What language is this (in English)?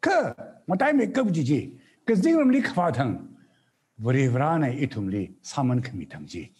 Tangkhul Naga (India)